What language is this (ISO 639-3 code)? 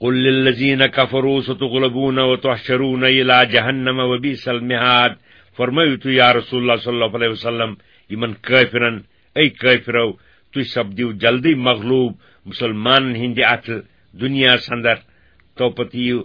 kas